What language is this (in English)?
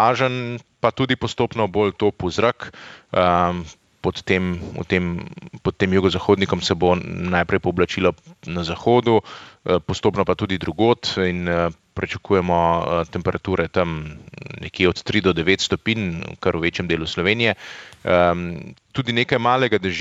Slovenian